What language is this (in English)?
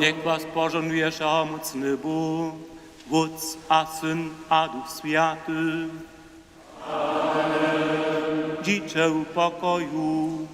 Upper Sorbian